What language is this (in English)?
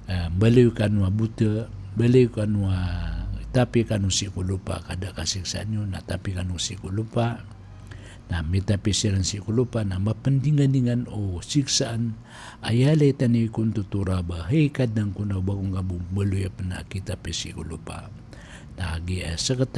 Maranao